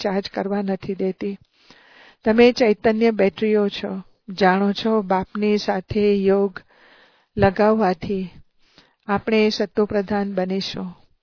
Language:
Gujarati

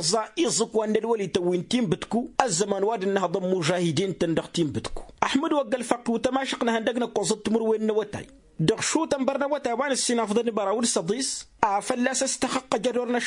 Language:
Tamasheq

